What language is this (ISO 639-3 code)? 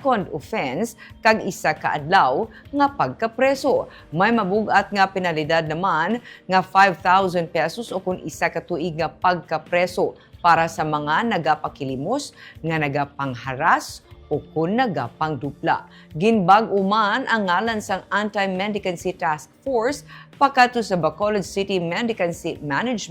hil